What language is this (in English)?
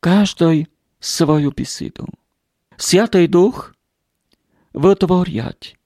Rusyn